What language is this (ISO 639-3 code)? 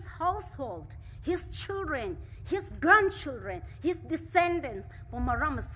pmx